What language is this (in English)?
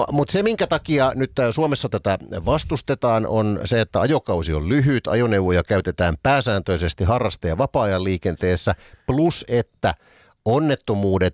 Finnish